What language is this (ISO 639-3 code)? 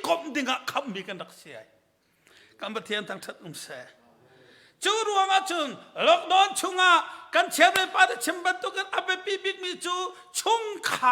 cnh